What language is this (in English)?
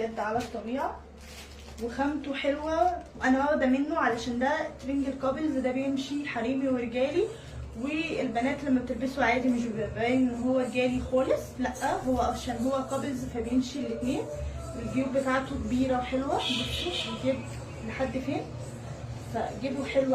Egyptian Arabic